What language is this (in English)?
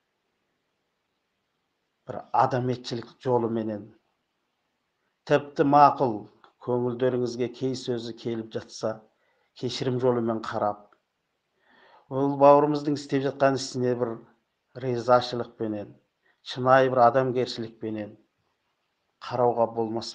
Kazakh